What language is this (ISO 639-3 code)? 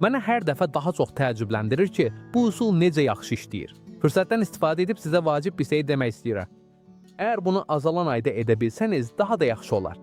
aze